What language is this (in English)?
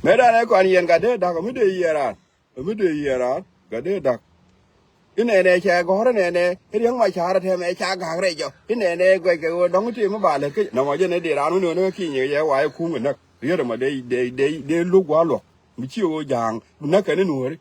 Nuer